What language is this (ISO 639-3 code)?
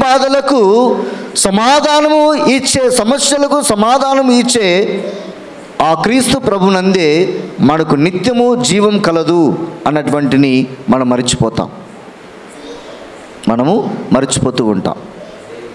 tel